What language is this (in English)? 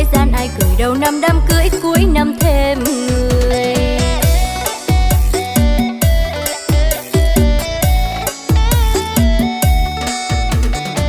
Vietnamese